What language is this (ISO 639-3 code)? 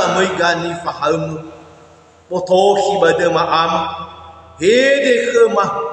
nia